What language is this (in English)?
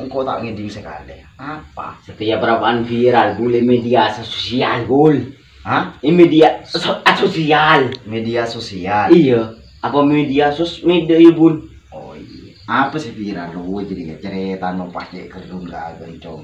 Madurese